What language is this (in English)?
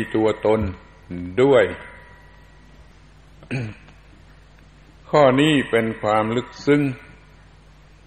Thai